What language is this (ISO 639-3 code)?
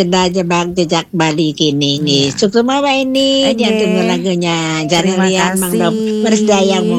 ban